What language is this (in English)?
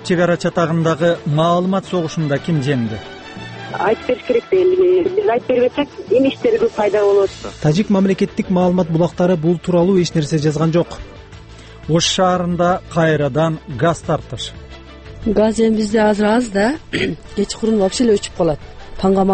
Kyrgyz